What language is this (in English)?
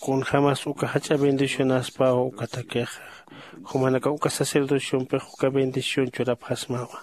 Aymara